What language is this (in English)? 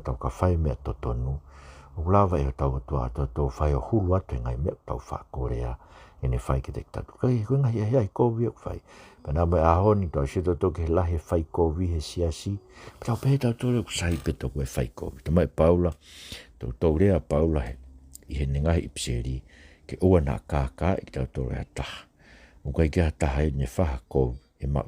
Tongan